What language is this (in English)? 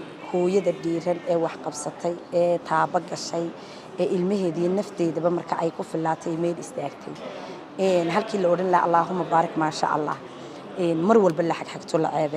Somali